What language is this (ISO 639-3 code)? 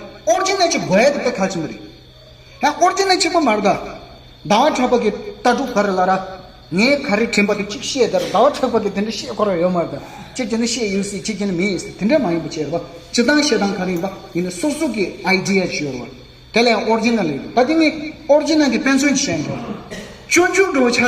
bod